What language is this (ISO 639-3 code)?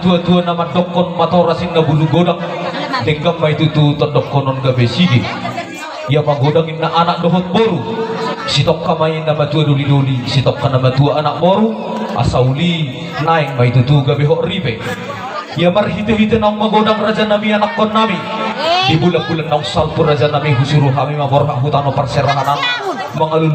bbc